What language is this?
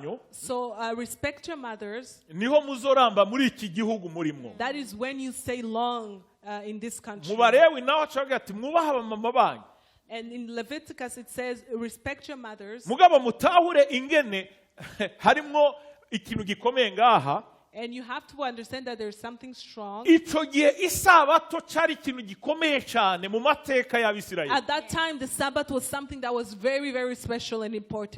Rundi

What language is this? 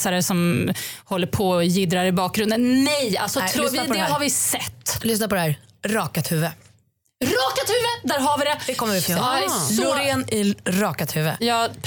Swedish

